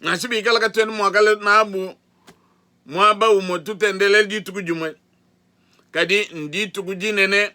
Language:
Luba-Lulua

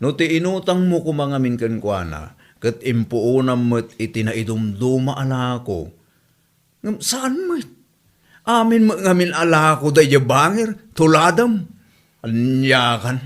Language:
Iloko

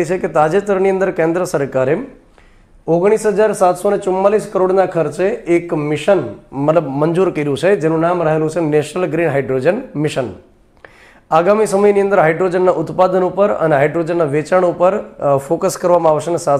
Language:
Gujarati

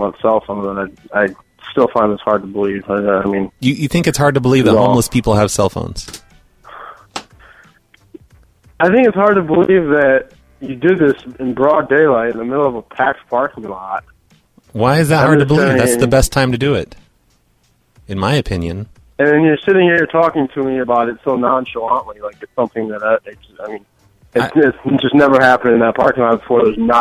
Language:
English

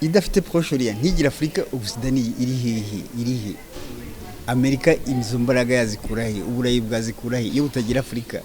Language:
Kinyarwanda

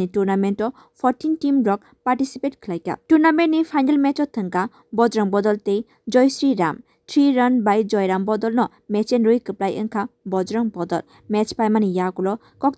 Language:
Kok Borok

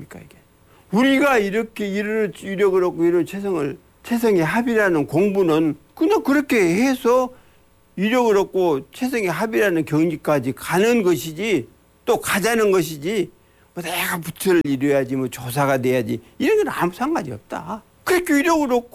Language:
Korean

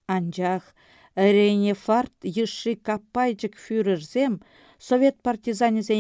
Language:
Chuvash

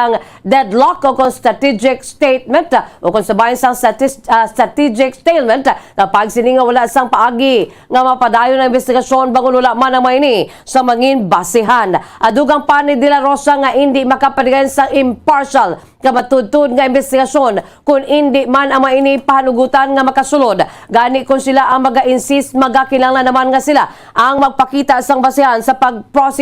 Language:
Hiligaynon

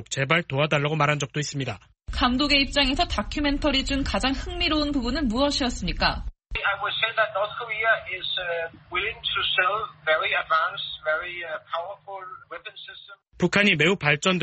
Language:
Korean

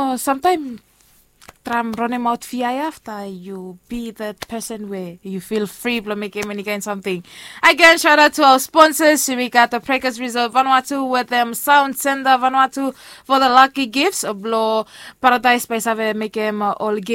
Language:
Bislama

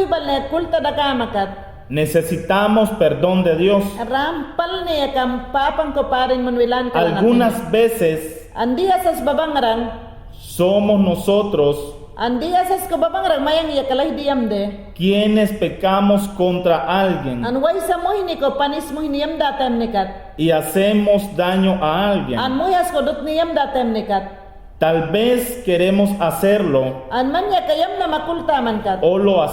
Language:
Mayangna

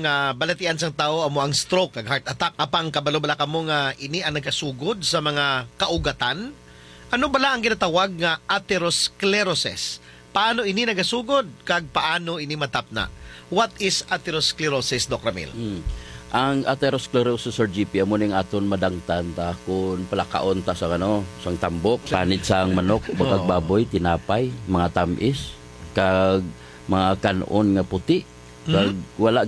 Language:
Hiligaynon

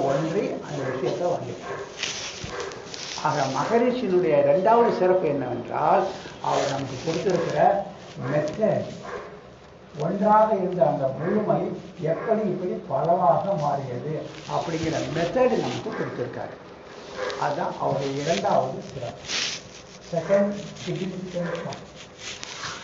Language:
Tamil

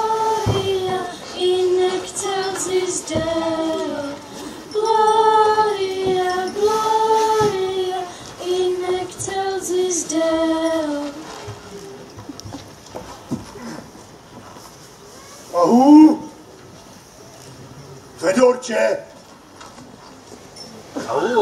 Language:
Czech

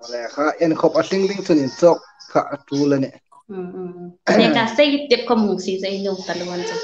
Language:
Hmar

